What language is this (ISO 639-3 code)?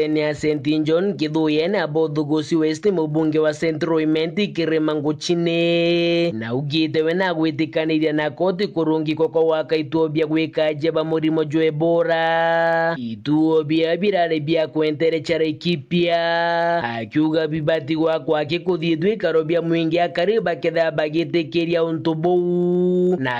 mer